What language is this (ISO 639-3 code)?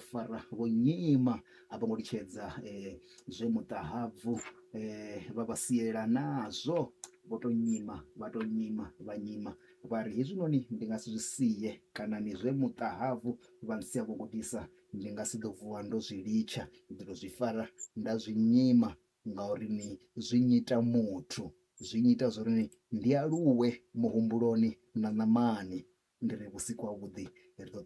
ven